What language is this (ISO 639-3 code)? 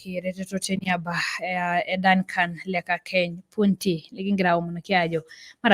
mas